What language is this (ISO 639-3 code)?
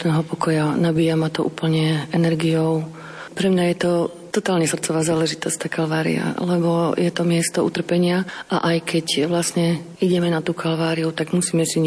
slk